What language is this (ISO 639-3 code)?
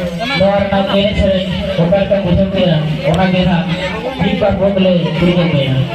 sat